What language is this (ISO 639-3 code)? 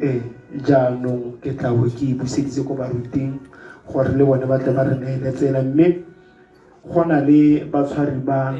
tsn